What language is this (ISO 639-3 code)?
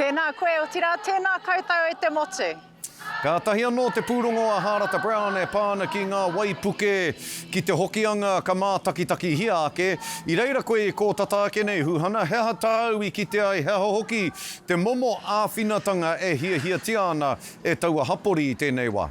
mri